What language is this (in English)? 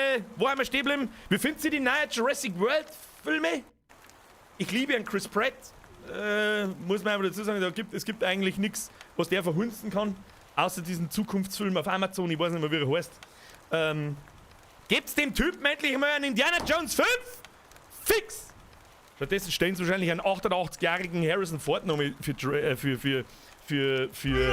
Bavarian